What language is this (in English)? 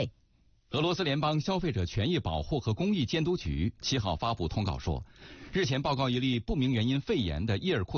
Chinese